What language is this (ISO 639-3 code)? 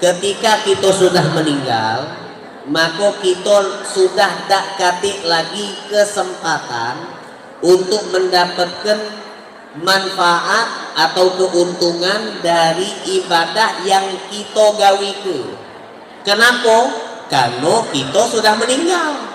mui